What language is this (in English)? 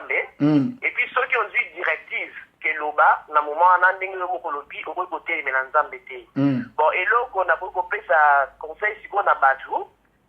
Lingala